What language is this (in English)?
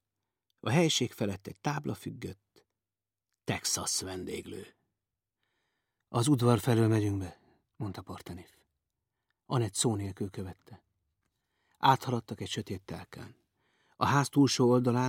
Hungarian